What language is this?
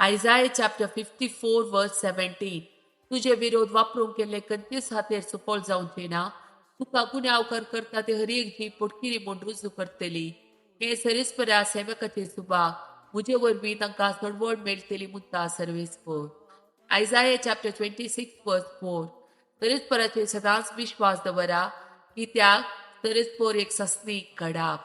Konkani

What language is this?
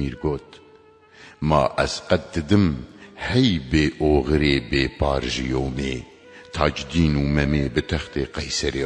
Kurdish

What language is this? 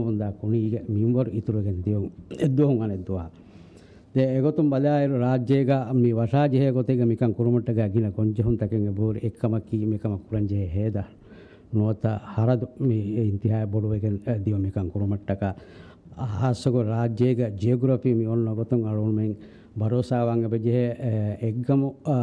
Divehi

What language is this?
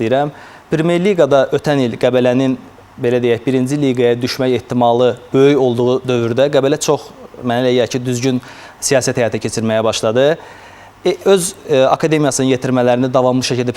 Azerbaijani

